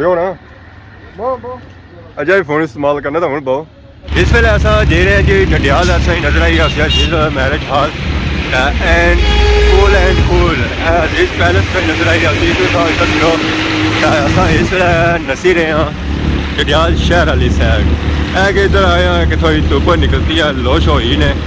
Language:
Pahari-Potwari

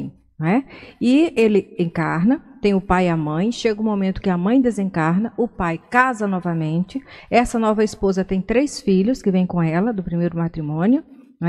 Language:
Portuguese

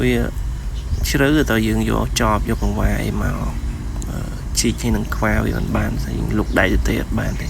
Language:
Khmer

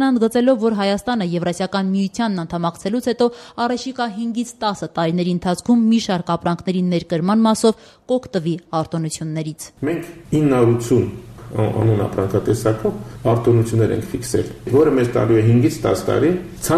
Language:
Armenian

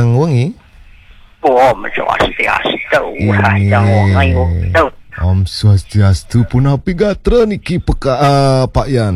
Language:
Balinese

